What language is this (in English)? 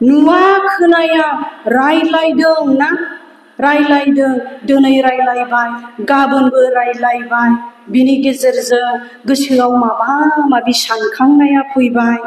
Bodo